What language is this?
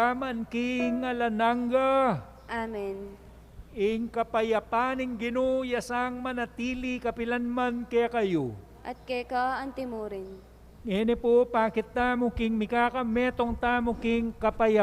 Pampanga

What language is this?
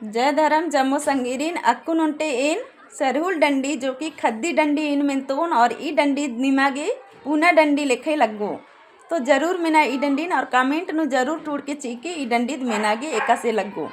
Kurukh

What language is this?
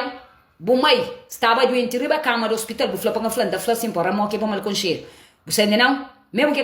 Kabuverdianu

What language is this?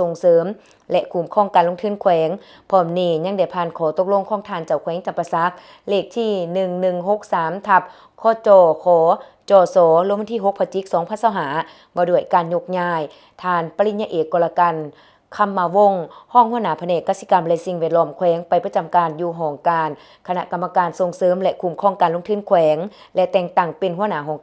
Lao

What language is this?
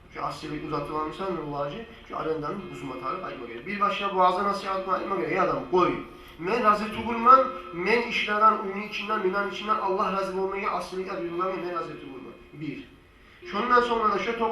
Kumyk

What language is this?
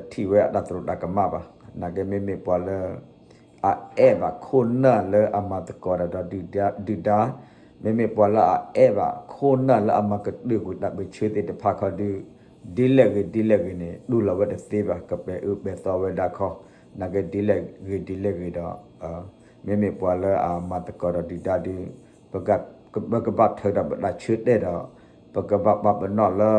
S'gaw Karen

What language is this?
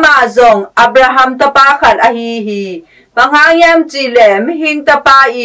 Tedim Chin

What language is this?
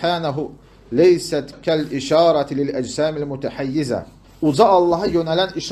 Azerbaijani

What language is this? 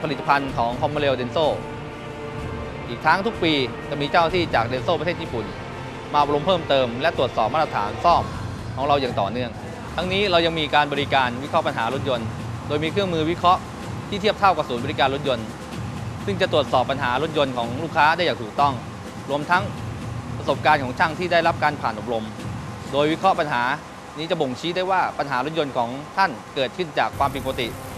Thai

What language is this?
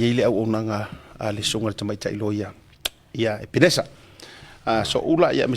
Samoan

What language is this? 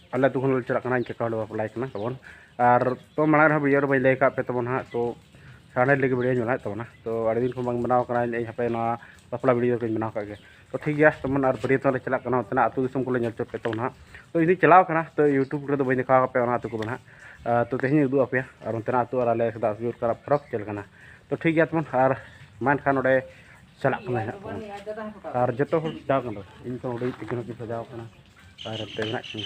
Santali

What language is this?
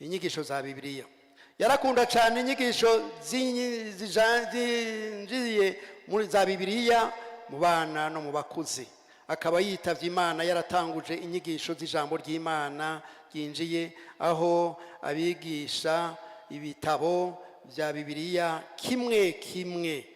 Rundi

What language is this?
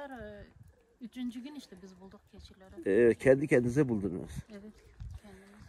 Turkish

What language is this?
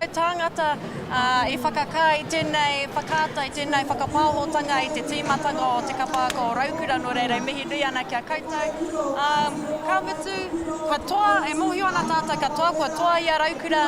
Māori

